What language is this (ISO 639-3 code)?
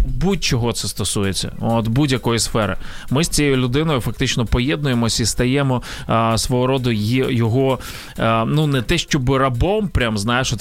ukr